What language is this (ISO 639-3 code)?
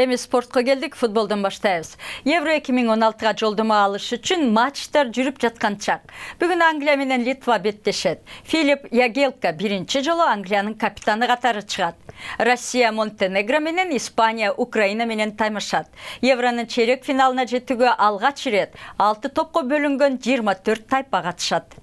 kir